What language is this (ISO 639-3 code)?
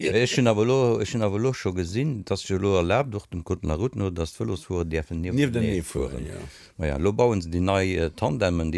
ltz